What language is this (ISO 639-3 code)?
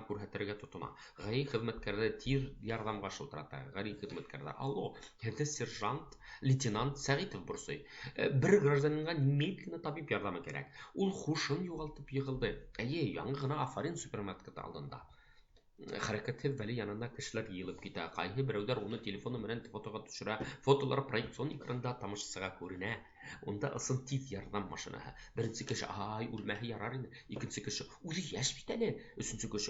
bak